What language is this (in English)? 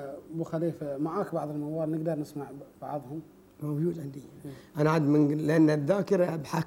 Gulf Arabic